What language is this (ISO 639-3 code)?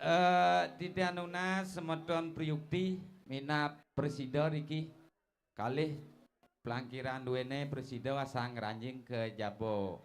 ban